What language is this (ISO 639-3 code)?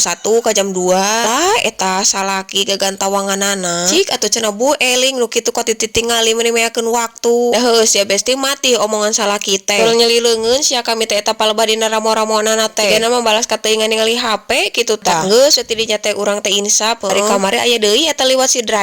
sun